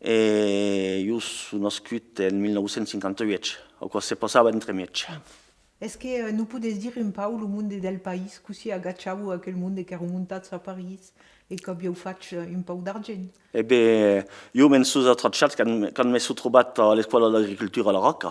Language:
Occitan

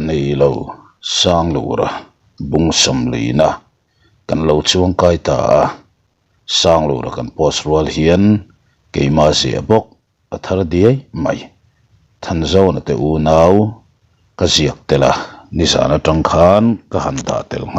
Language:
Mizo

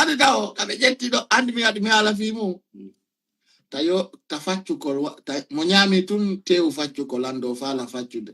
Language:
Fula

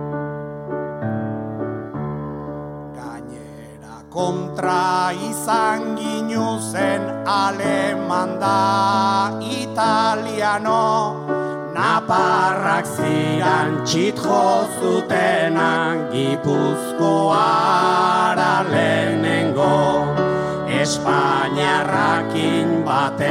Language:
Basque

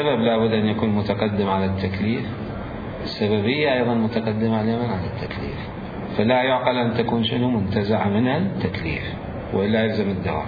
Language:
Mesopotamian Arabic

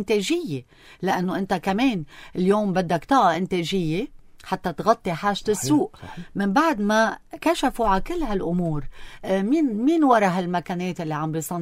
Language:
North Levantine Arabic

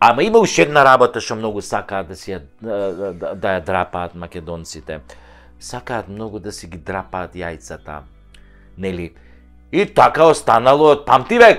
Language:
Macedonian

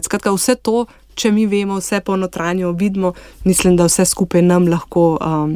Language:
Slovenian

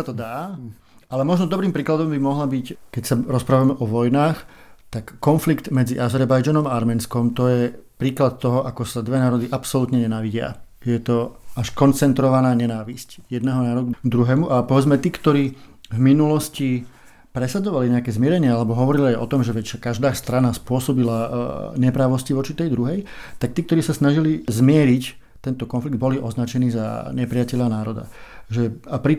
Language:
Slovak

